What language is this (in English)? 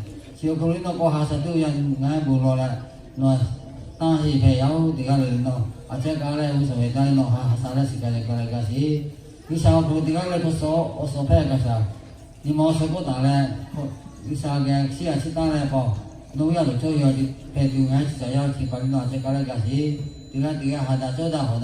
Lahu